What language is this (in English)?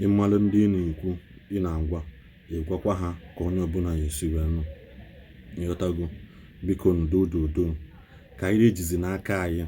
Igbo